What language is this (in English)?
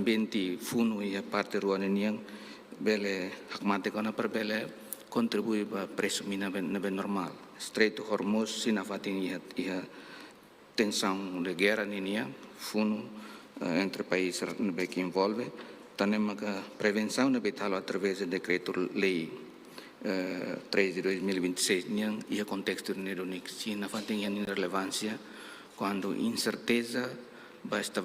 Tetum